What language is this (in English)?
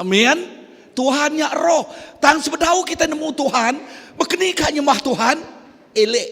Iban